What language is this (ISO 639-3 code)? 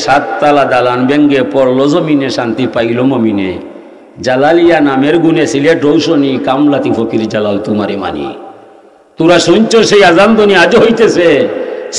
syl